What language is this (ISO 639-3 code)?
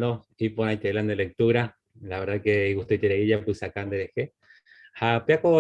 grn